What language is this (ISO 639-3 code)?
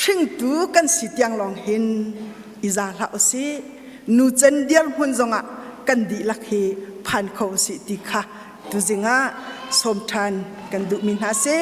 cnh